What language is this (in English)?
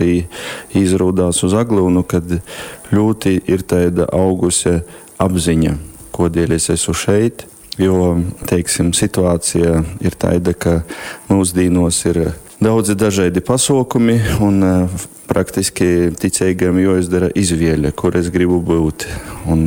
Latgalian